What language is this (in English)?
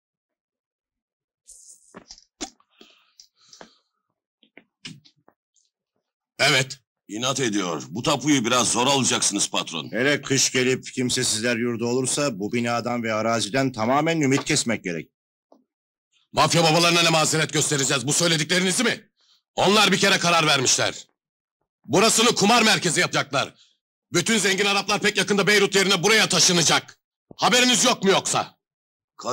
Turkish